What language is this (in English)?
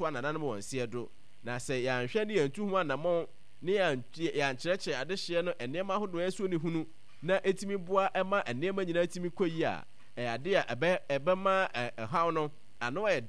Akan